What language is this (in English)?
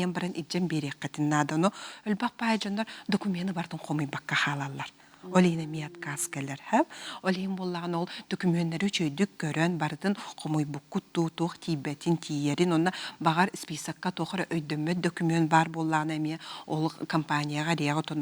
Yakut